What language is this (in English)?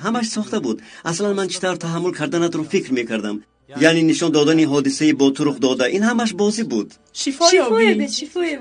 Tajik